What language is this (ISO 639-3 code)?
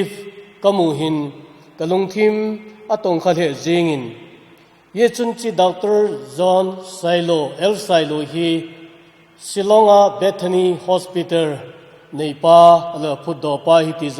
tcz